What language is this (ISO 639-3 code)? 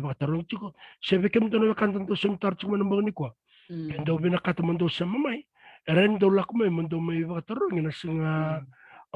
fij